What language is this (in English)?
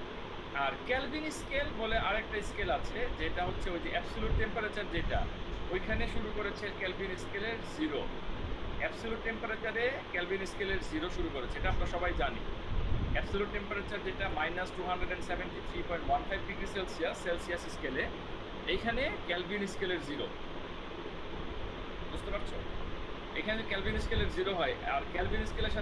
Bangla